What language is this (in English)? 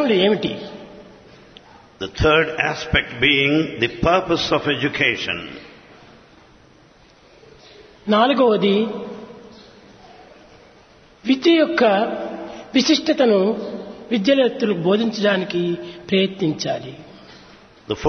Telugu